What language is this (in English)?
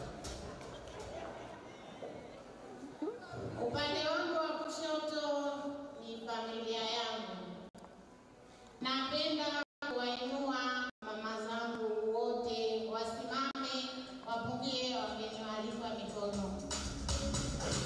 Swahili